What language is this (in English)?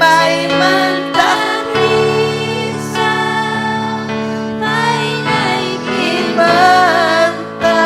Ayacucho Quechua